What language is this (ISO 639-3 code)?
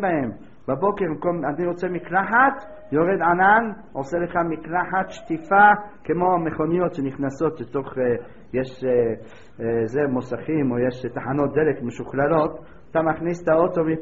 heb